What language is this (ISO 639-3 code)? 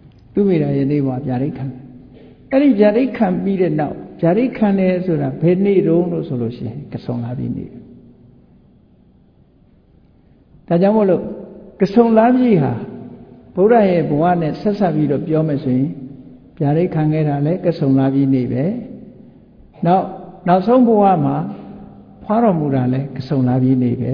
mya